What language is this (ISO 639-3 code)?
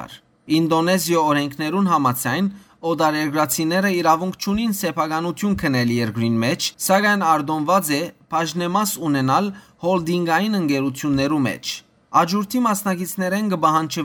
hyw